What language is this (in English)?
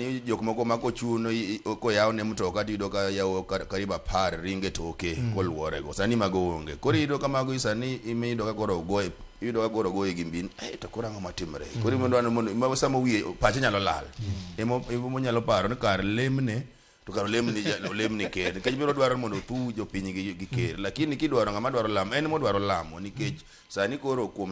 Luo (Kenya and Tanzania)